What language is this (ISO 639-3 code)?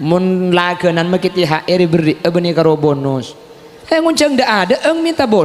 mad